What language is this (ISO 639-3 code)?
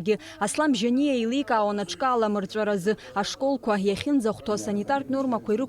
abk